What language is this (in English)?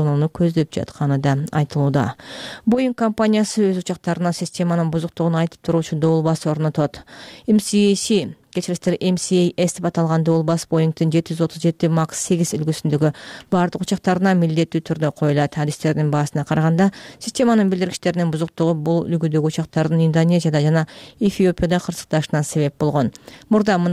Kyrgyz